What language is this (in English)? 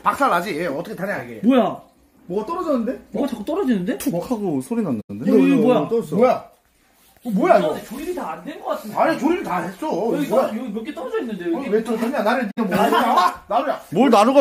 Korean